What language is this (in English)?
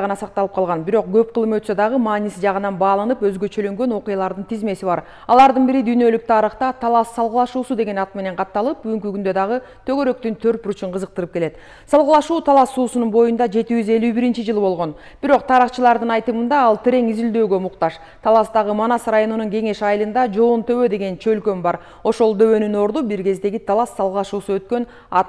Kyrgyz